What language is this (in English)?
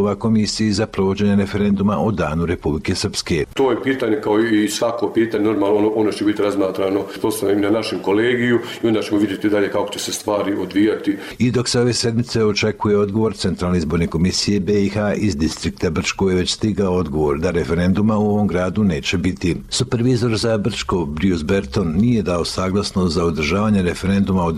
Serbian